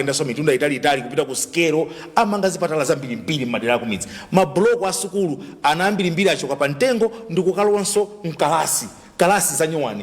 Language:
Nyanja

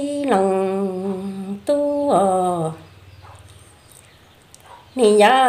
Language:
Vietnamese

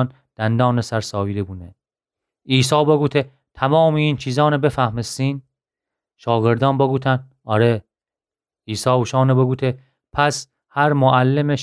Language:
Gilaki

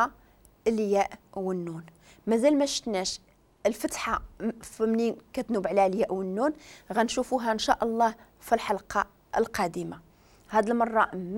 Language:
Moroccan Arabic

